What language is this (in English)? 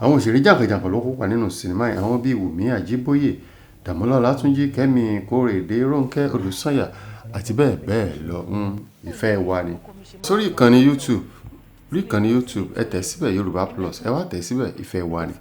Yoruba